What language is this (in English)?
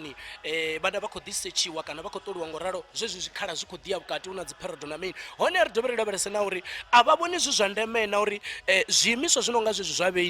Venda